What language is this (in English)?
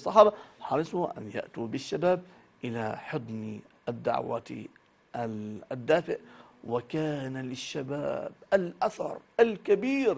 Arabic